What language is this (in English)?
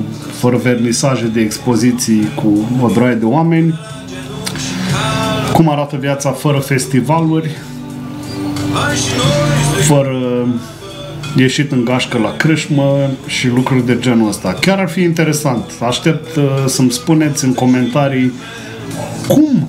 Romanian